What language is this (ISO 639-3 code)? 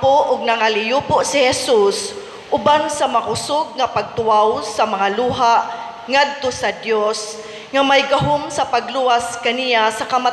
ceb